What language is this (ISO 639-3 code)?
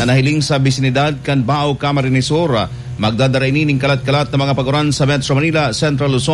bik